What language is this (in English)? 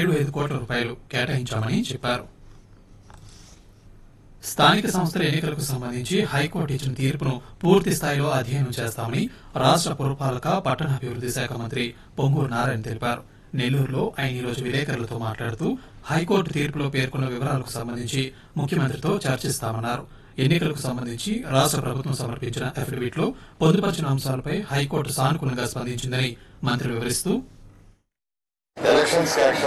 Telugu